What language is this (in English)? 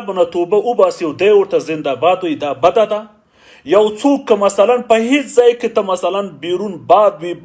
Pashto